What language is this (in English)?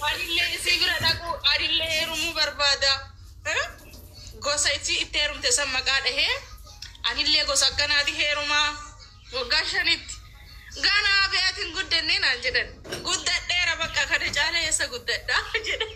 Oromo